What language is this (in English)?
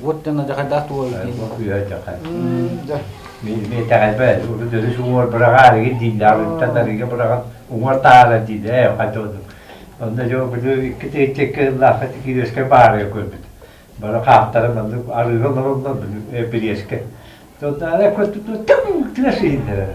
Yakut